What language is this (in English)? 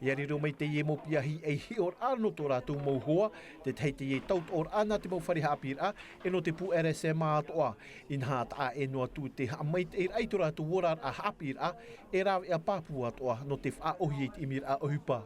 Tahitian